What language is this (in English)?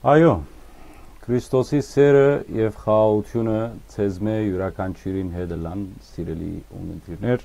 Western Armenian